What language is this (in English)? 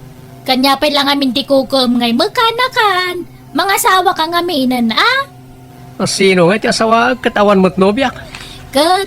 Iloko